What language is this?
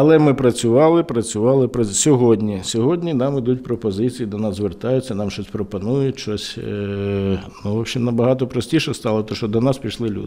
Ukrainian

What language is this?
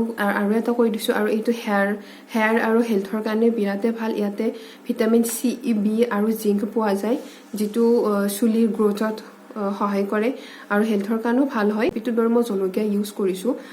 Assamese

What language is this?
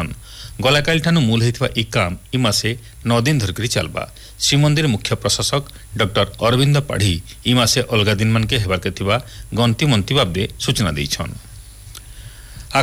Odia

